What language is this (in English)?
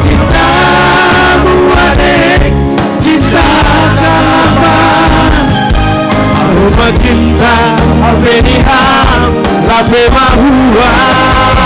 Batak Simalungun